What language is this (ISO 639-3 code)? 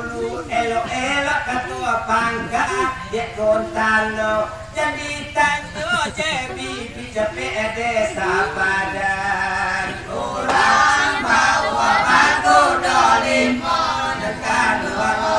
min